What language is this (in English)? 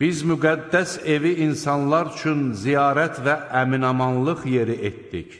Azerbaijani